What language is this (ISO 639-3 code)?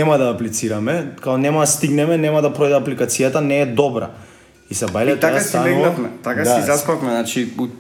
mkd